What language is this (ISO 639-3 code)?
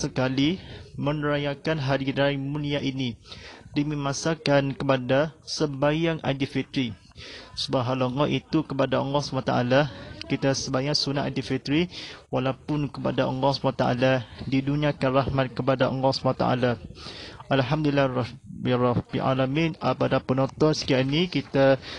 msa